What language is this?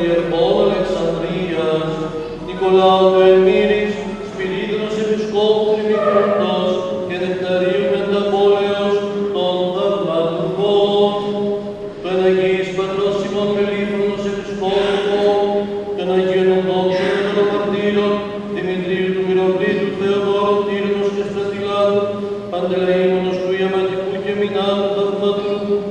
Greek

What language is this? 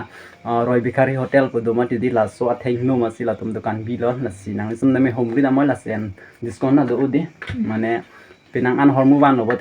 Karbi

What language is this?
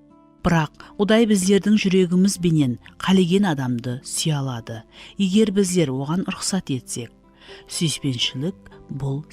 Kara-Kalpak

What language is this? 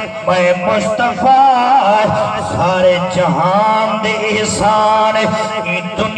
Saraiki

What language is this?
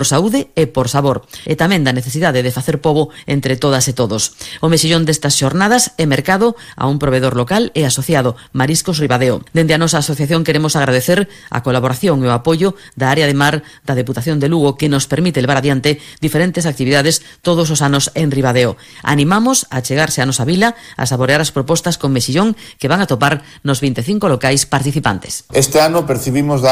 Galician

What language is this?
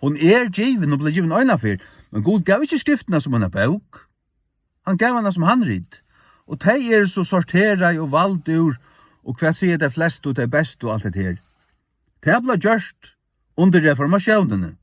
Faroese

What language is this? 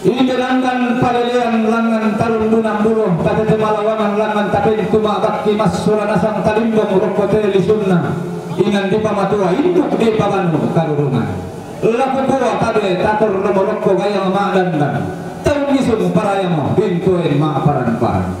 Toraja-Sa'dan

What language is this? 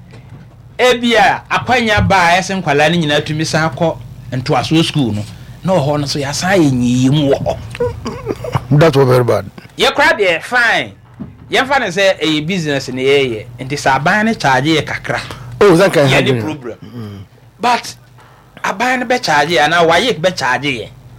Akan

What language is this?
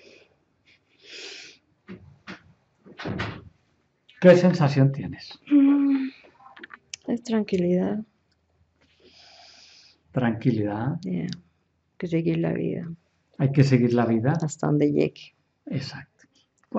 Spanish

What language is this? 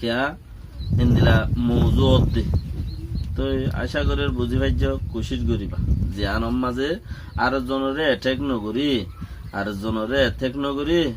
Rohingya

